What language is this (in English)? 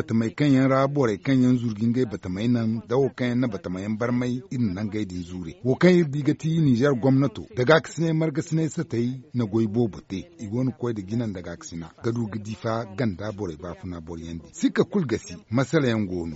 Zarma